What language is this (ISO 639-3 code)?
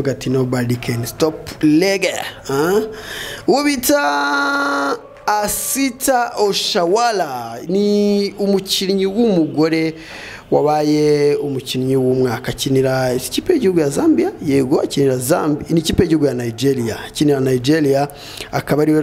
kin